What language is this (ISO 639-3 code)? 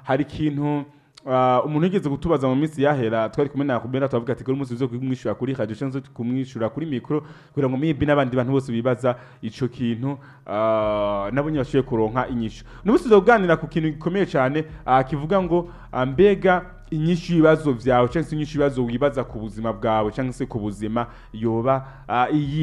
run